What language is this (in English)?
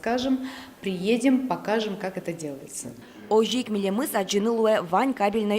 Udmurt